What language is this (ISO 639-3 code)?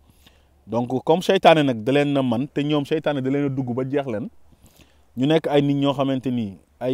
wol